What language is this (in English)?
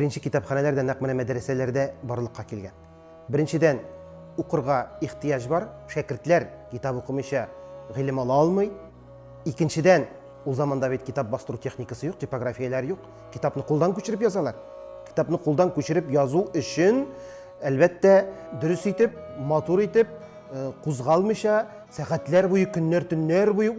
Tatar